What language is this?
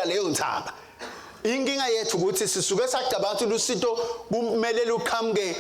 Swati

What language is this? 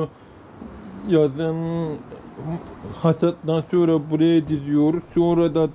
Turkish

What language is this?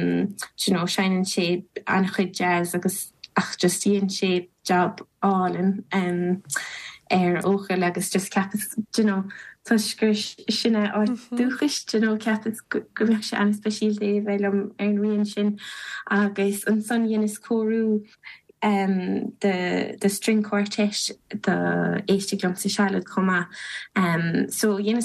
Irish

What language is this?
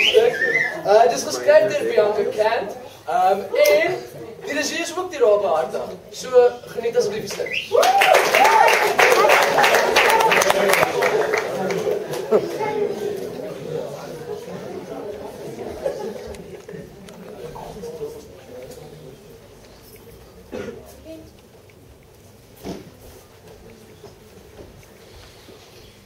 Afrikaans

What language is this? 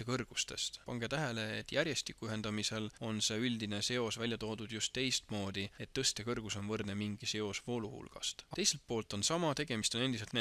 Estonian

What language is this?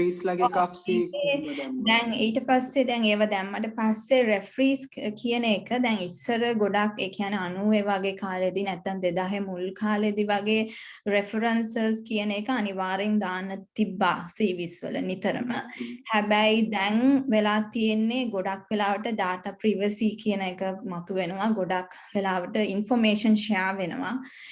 Sinhala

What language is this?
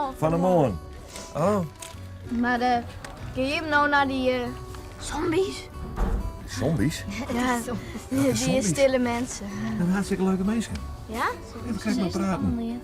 Western Frisian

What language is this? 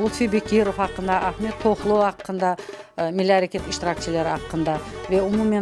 Crimean Tatar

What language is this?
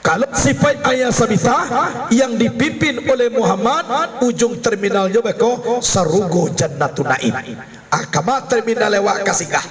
Minangkabau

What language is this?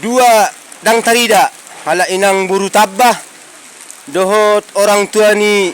Batak Toba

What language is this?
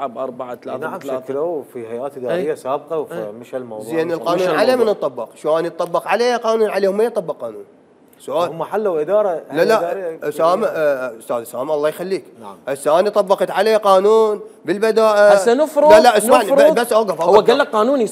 Mesopotamian Arabic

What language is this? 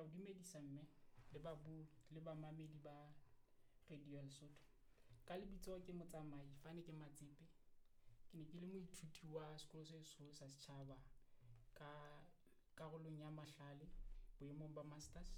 Southern Sotho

